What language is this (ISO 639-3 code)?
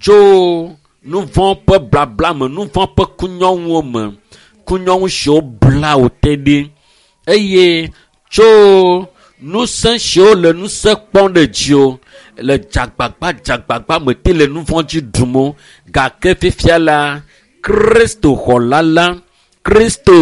ewe